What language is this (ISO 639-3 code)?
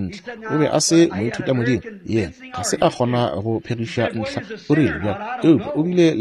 nso